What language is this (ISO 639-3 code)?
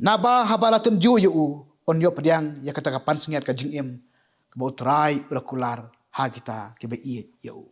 kha